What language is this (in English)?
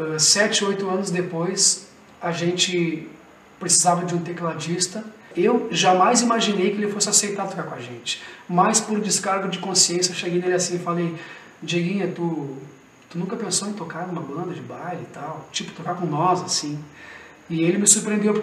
Portuguese